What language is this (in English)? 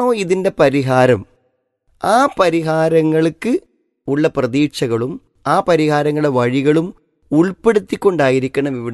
Malayalam